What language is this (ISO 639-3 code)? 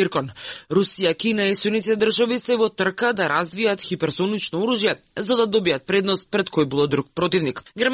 mkd